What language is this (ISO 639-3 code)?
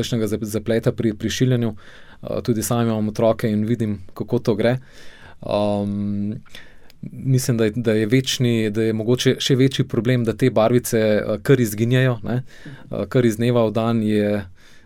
slv